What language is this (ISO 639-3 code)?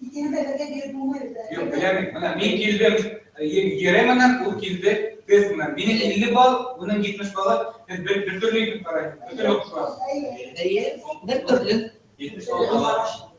bak